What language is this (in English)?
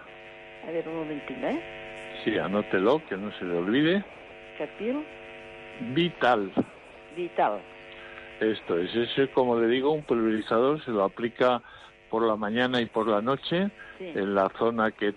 Spanish